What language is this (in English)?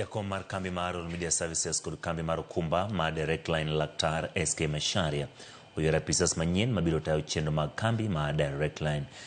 Luo (Kenya and Tanzania)